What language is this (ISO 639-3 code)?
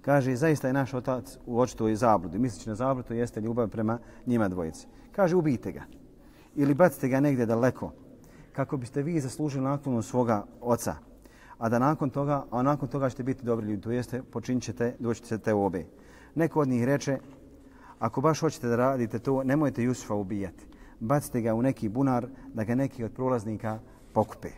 bos